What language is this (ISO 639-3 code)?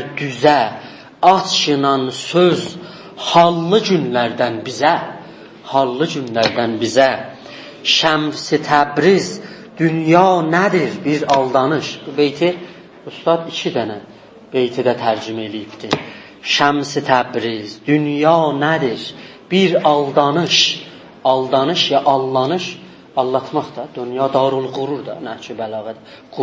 azb